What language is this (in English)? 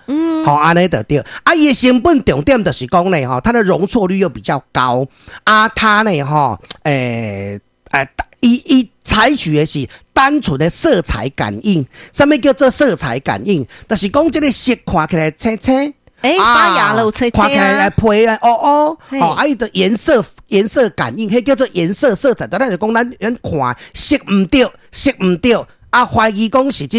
Min Nan Chinese